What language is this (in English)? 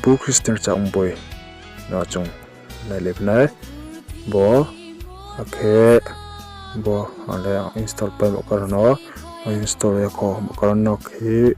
Riang (India)